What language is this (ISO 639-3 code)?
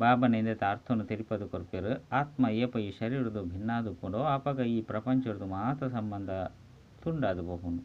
tcy